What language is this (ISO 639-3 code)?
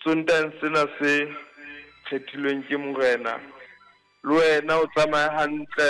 sot